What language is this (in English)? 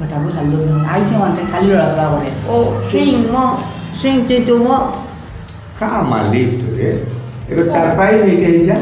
Sylheti